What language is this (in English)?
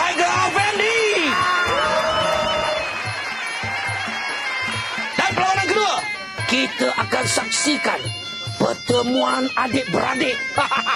Malay